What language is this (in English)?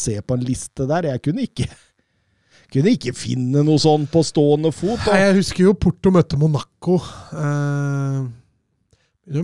Norwegian